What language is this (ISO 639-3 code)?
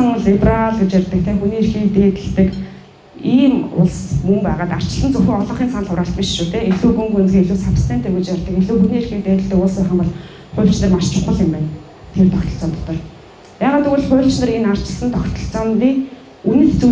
mon